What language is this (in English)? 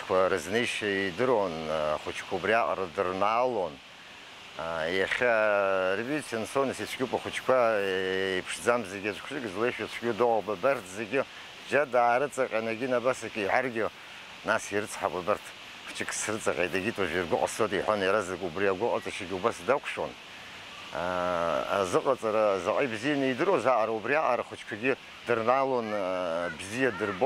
Abkhazian